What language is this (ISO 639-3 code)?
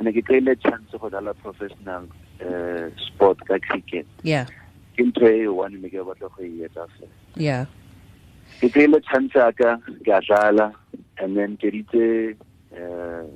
tsn